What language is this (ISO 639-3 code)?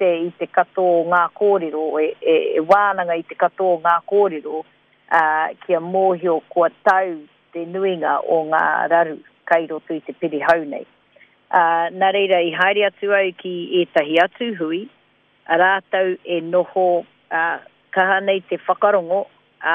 mri